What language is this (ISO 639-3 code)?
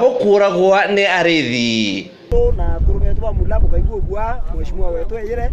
mer